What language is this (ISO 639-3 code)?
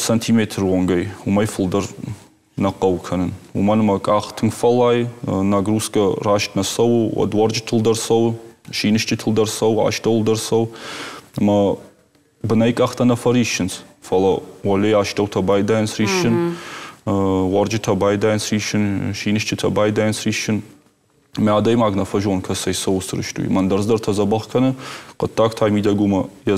oss